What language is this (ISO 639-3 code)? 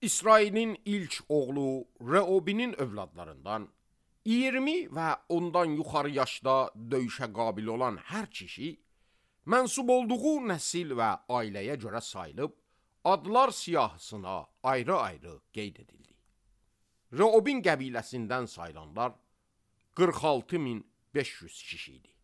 aze